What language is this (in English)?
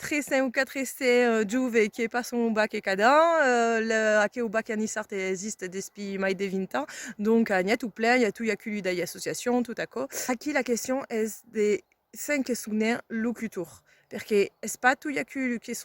Occitan